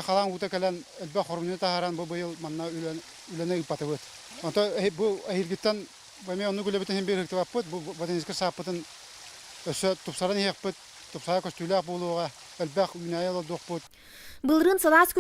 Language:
Yakut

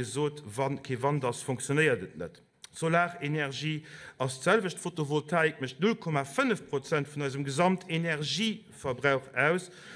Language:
Luxembourgish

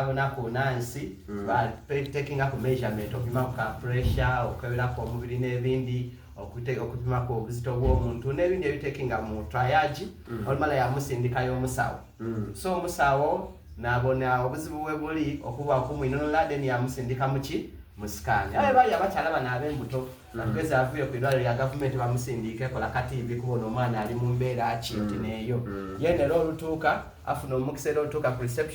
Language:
Soga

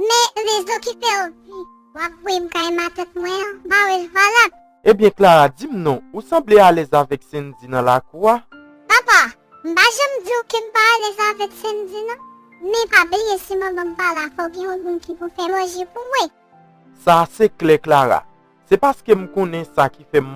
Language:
Haitian Creole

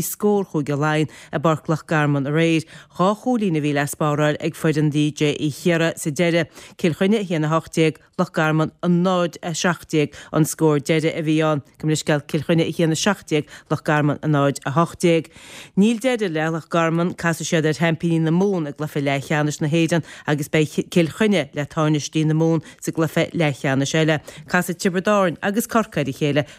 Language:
Irish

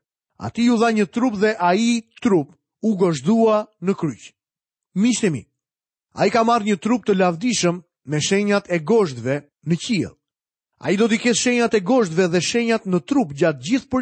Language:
Albanian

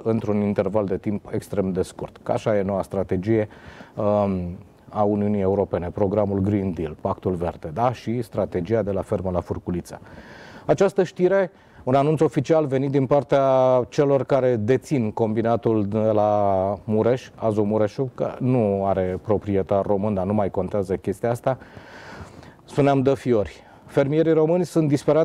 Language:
Romanian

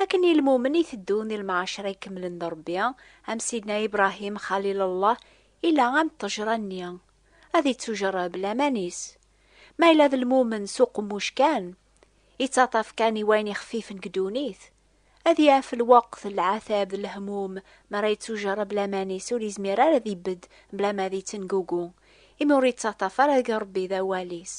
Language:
Kabyle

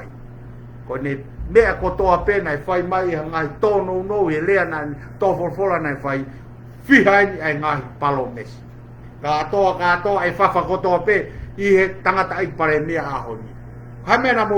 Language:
Tongan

